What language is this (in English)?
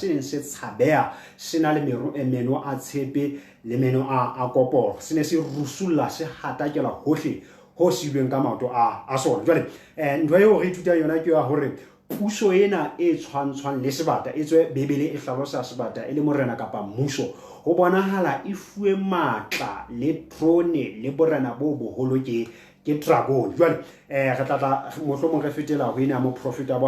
Southern Sotho